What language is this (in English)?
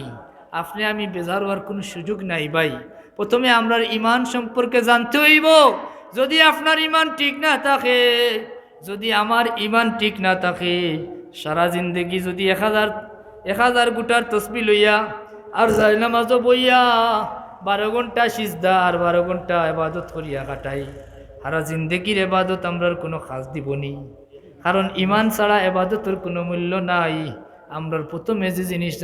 Sylheti